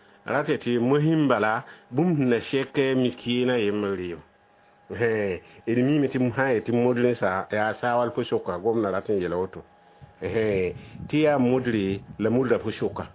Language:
Mossi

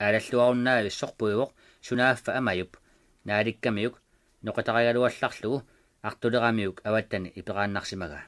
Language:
Kalaallisut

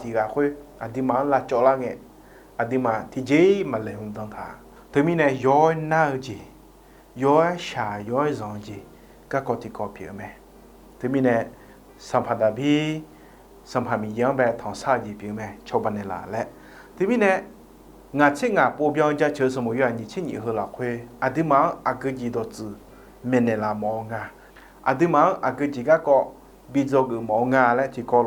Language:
Akha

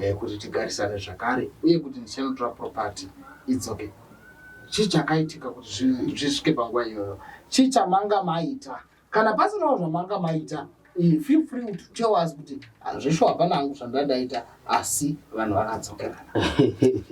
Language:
Shona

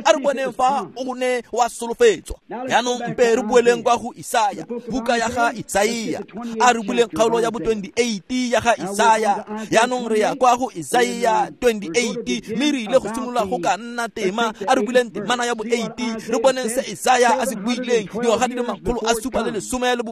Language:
Tswana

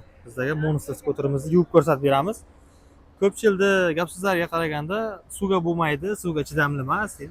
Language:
Uzbek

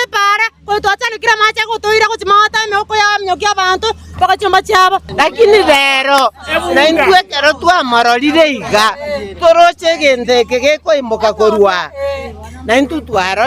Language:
Gusii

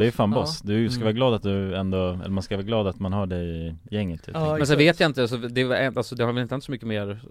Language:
Swedish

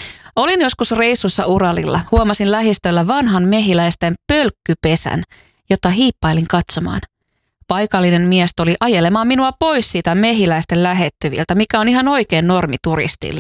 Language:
Finnish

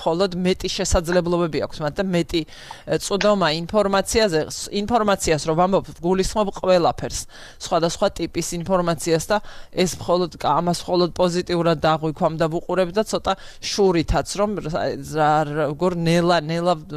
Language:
Georgian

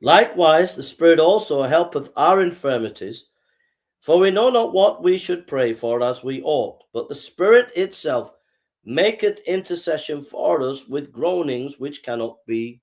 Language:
English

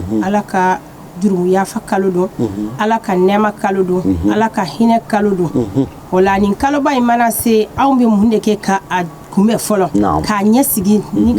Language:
Bambara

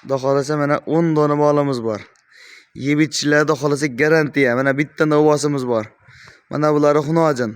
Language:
Uzbek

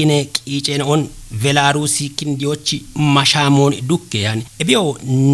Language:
Kafa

